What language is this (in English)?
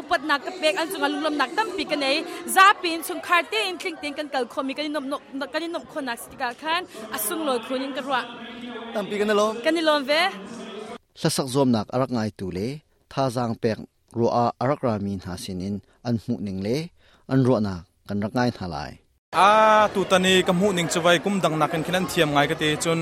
Hakha Chin